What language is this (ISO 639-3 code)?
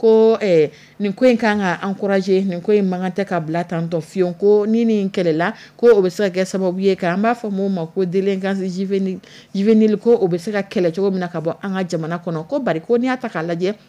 dyu